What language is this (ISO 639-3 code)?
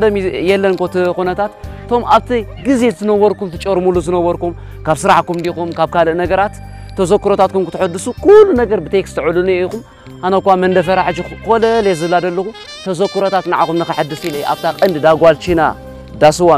tir